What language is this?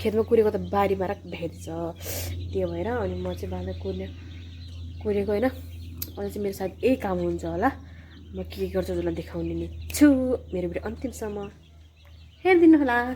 Nepali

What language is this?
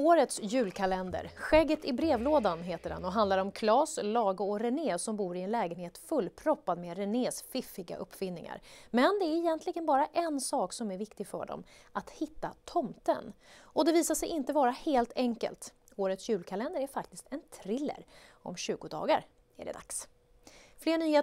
Swedish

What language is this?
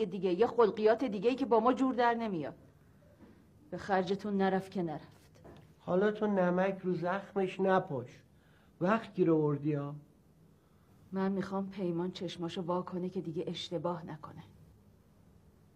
Persian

